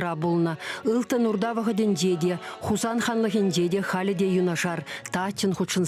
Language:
Chuvash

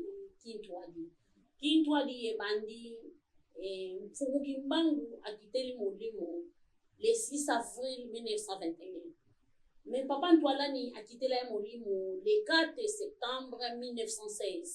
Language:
Lingala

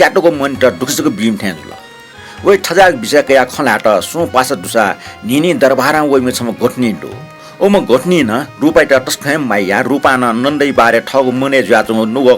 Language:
Newari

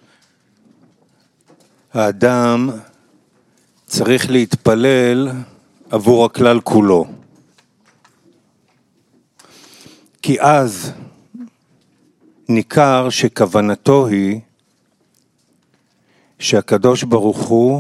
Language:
Hebrew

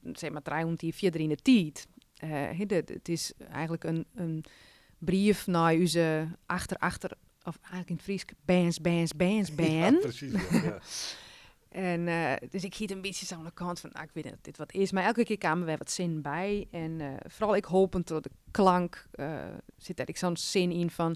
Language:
Western Frisian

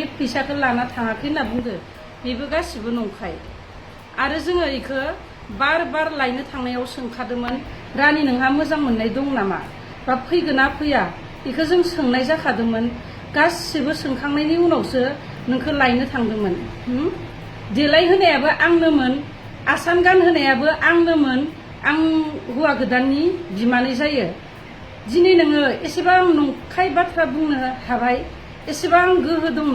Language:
Bodo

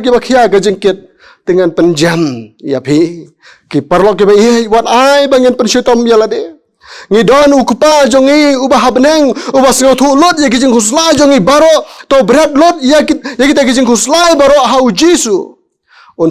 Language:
Khasi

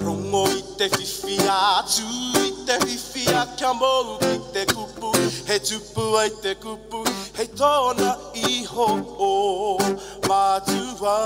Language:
Māori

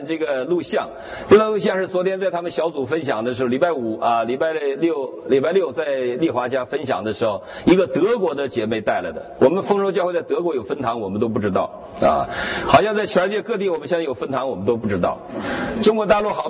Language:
Chinese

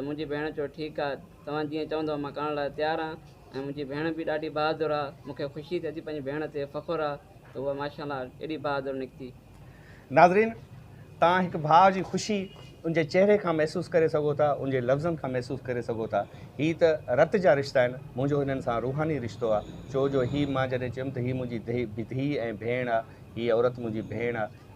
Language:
Sindhi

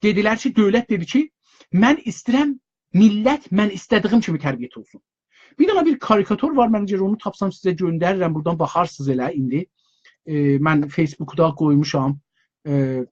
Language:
South Azerbaijani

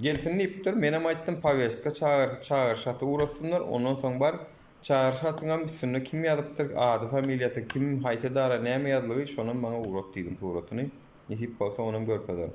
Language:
Turkmen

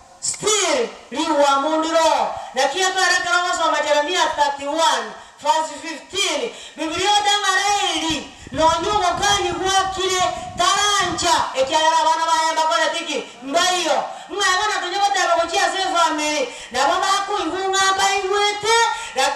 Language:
Gusii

